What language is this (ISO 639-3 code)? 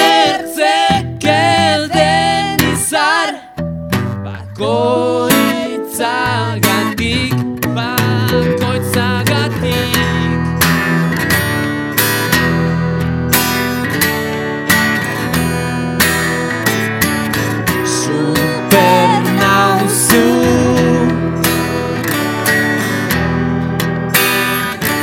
eus